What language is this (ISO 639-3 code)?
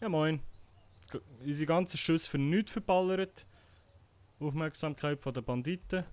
gsw